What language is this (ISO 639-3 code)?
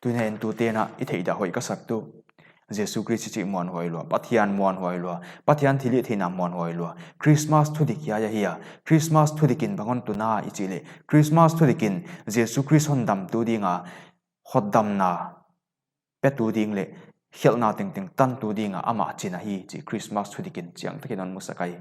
pck